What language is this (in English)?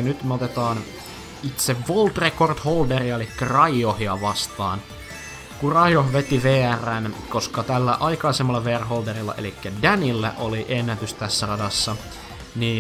Finnish